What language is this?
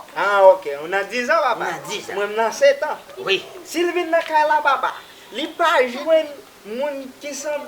Haitian Creole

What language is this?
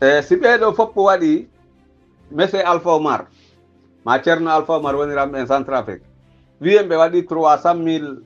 Pular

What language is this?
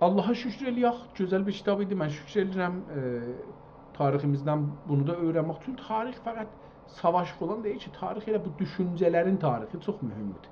South Azerbaijani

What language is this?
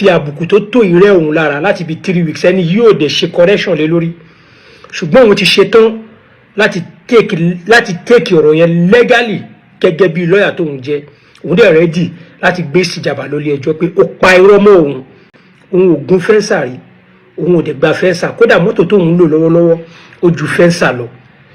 Yoruba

